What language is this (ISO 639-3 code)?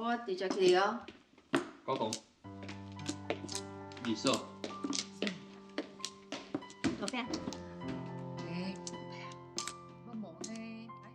zho